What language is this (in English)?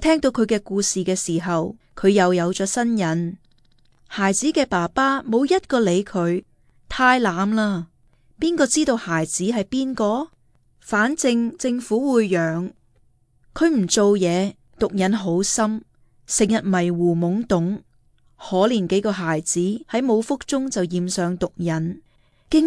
Cantonese